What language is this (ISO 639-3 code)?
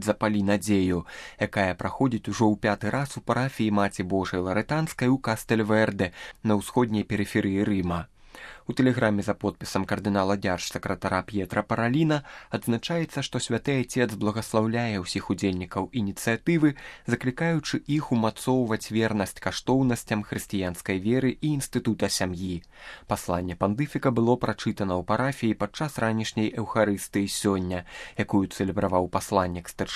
bel